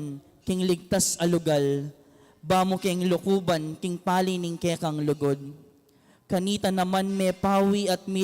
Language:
Pampanga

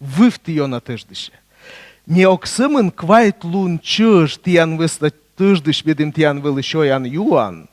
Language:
Komi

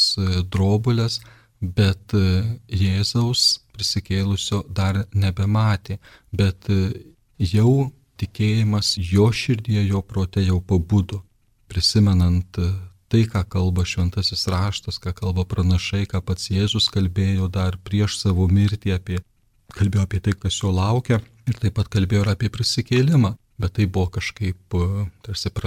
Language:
Lithuanian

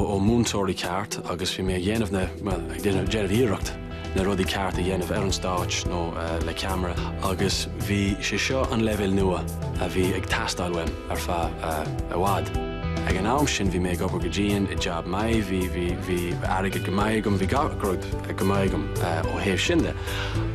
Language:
Irish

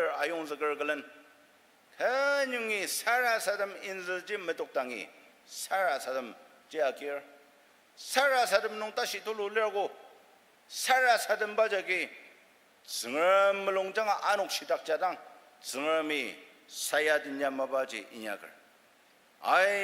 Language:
Ao Naga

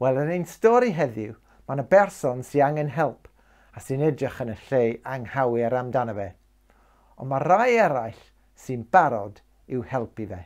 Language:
Welsh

